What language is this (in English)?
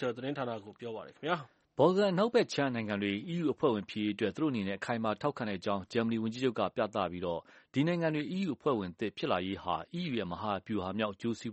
Burmese